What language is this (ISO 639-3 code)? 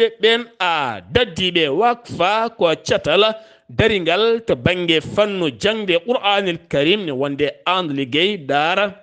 ful